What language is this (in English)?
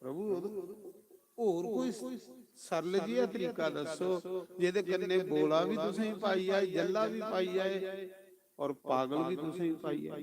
Dogri